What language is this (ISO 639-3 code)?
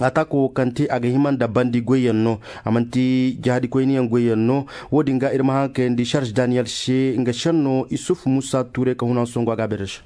ses